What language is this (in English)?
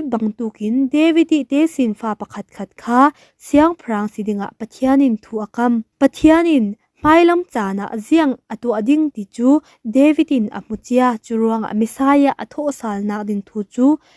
Falam Chin